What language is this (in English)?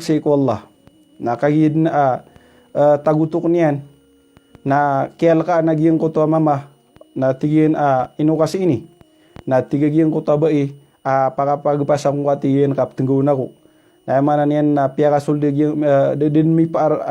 Maranao